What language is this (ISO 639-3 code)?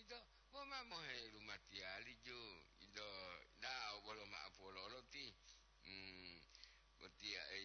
gor